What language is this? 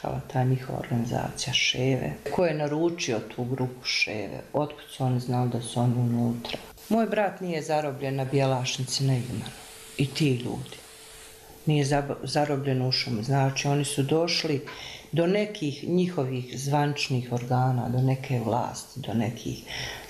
Bosnian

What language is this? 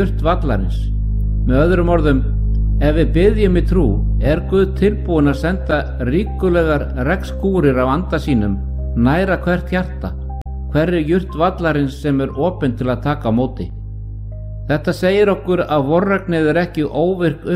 Icelandic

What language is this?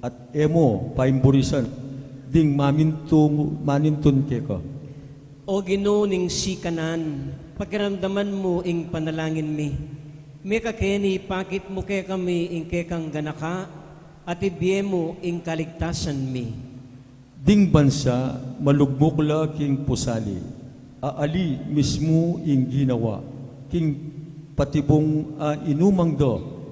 Pampanga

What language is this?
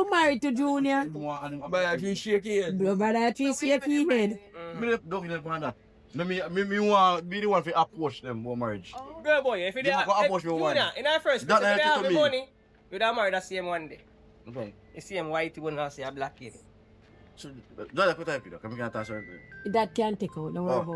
Jamaican Creole English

